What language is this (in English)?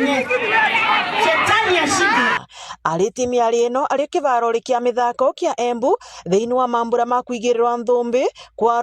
Meru